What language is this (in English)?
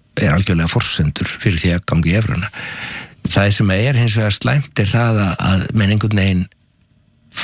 Icelandic